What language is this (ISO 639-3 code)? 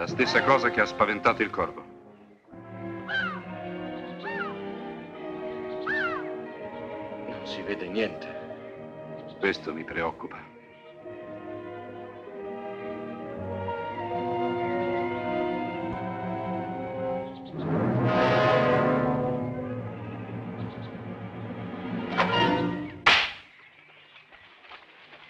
ita